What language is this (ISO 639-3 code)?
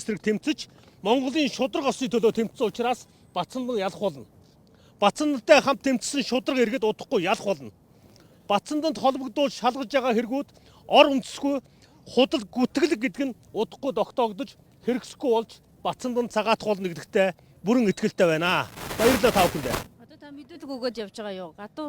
mon